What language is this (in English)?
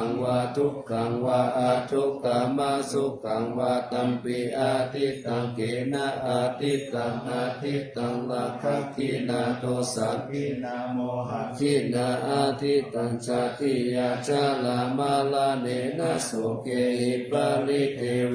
Pali